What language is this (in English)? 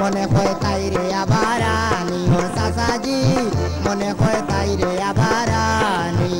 Sylheti